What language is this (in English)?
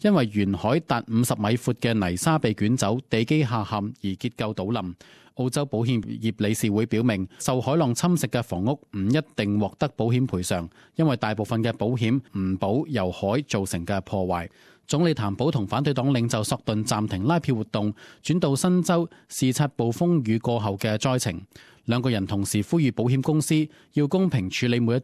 Cantonese